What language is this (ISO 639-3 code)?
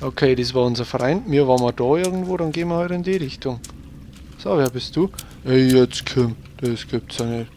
bar